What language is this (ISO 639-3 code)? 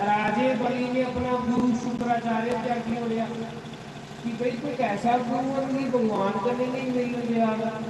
doi